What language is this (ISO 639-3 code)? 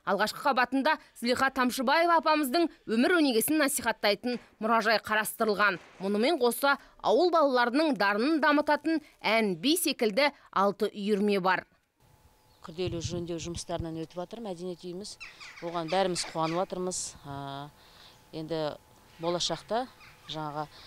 kaz